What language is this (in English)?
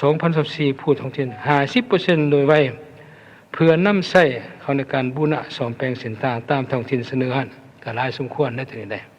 Lao